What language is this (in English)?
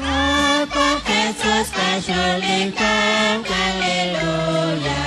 Kekchí